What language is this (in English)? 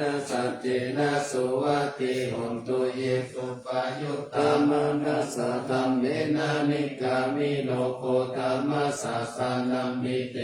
Pali